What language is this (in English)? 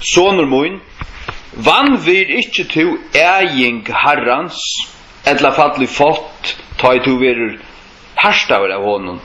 Faroese